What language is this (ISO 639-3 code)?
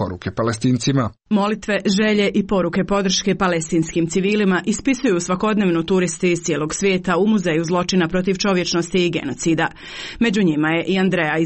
hrv